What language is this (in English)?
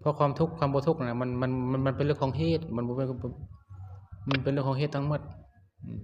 Lao